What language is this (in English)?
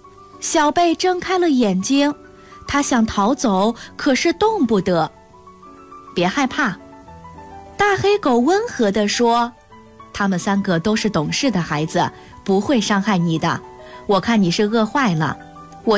Chinese